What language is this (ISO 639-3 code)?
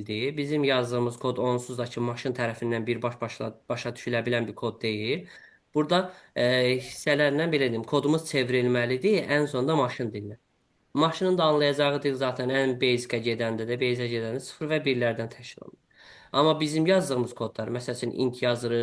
aze